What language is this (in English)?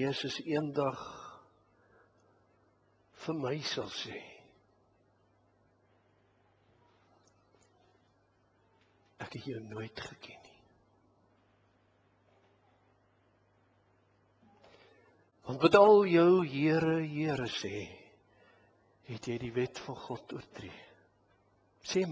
Afrikaans